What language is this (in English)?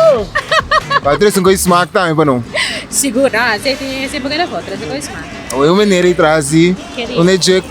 Papiamento